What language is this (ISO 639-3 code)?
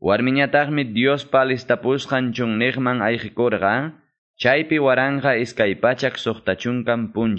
quy